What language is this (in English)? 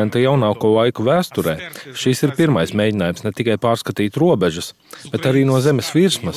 Latvian